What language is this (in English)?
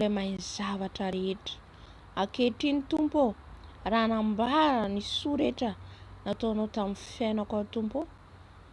Malagasy